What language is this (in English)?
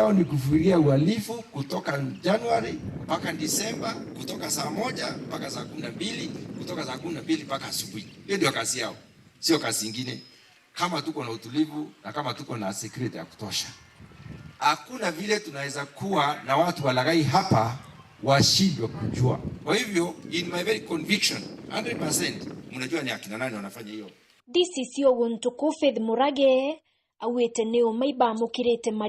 Meru